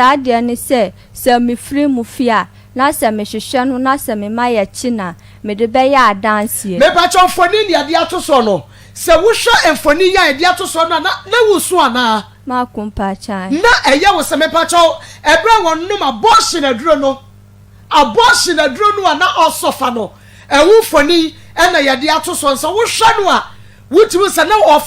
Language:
Akan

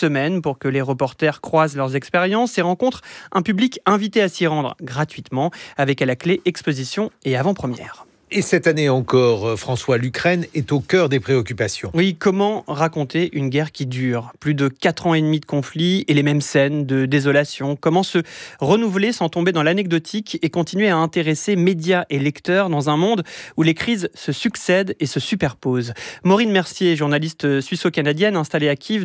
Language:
French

